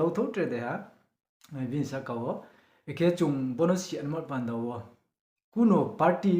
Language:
Riang (India)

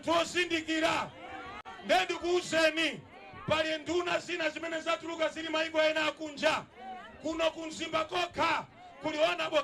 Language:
Nyanja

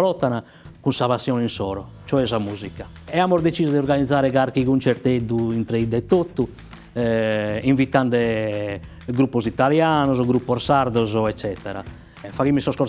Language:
Sardinian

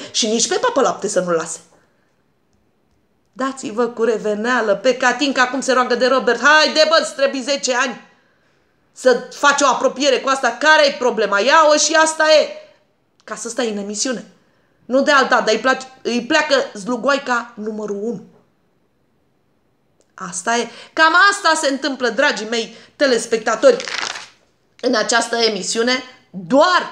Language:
Romanian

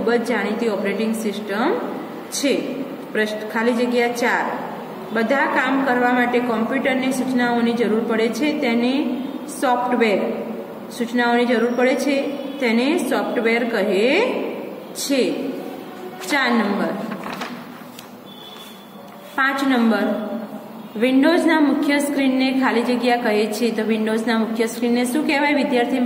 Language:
Gujarati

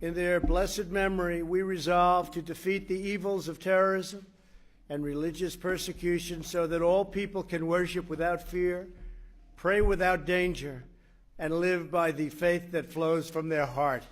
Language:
English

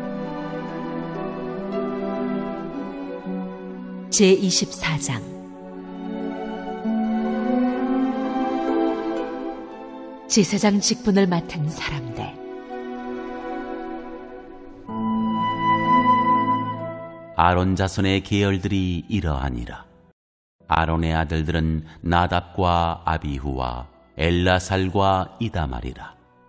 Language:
Korean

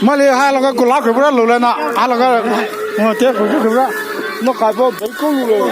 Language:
Poumei Naga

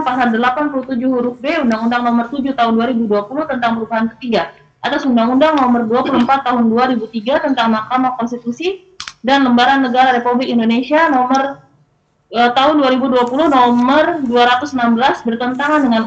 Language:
Indonesian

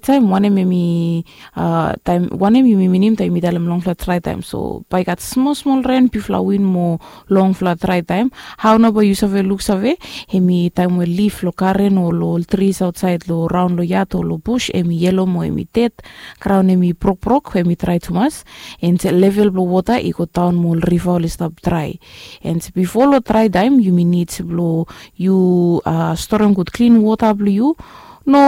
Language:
Bislama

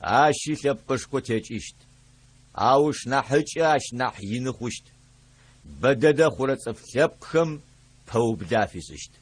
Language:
Adyghe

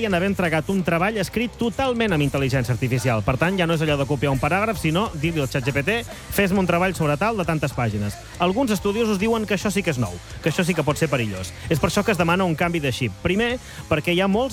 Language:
Catalan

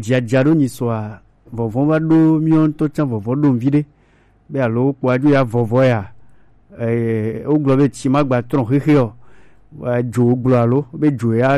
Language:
Gen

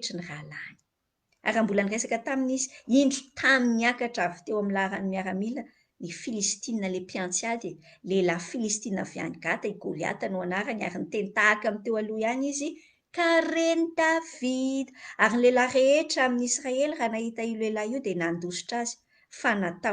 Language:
Malagasy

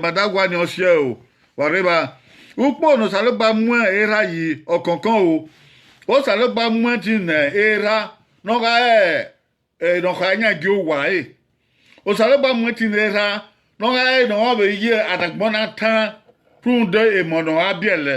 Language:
Bini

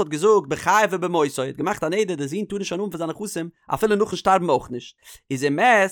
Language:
Yiddish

